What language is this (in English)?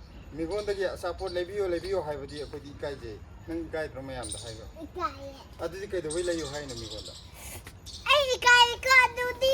Manipuri